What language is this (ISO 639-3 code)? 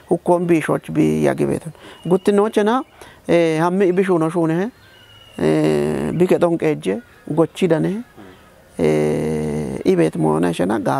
kbr